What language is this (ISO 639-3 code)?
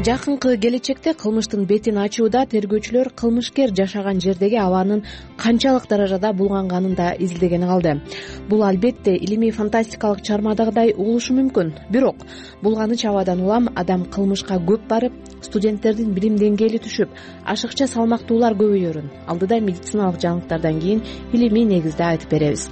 kir